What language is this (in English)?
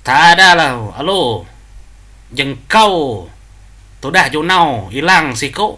Iban